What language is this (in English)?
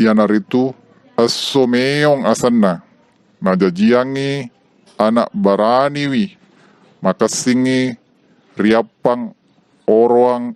Buginese